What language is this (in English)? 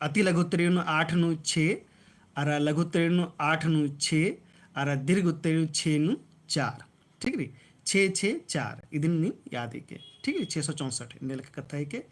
Kurukh